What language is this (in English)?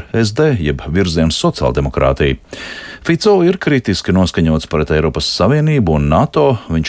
Latvian